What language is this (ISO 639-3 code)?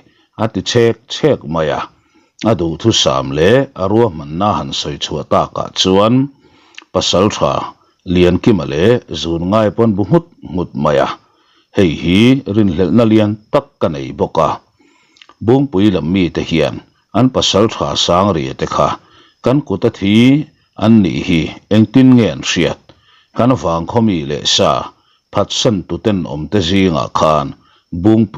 lus